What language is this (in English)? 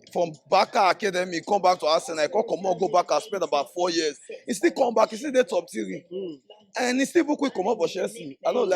Nigerian Pidgin